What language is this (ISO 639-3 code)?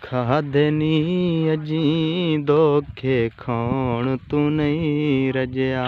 skr